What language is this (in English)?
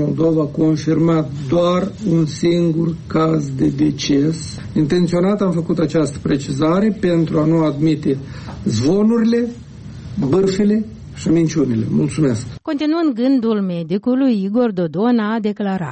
Romanian